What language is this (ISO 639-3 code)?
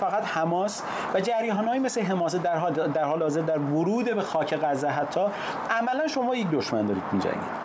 fas